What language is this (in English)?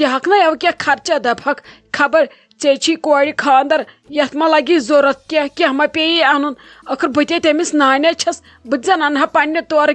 Kashmiri